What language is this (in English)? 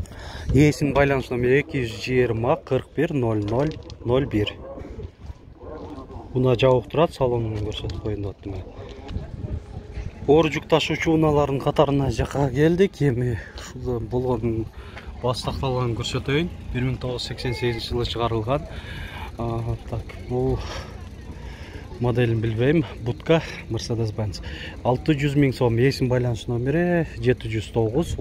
Kyrgyz